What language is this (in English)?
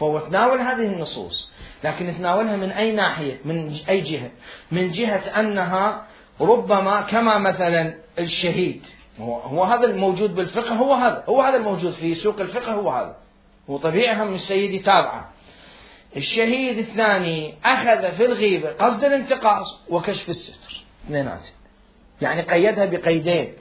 Mesopotamian Arabic